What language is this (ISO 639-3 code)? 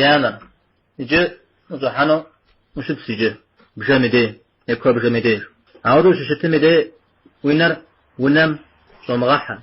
kbd